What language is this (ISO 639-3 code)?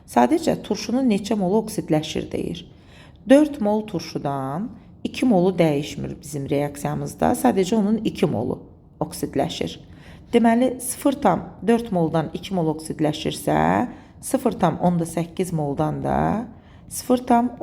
aze